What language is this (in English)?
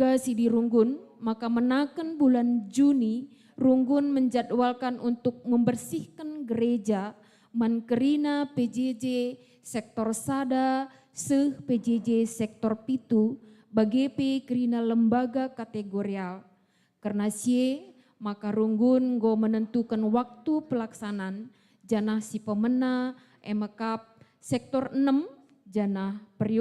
Batak Karo